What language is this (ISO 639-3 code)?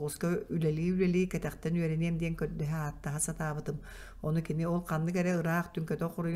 sah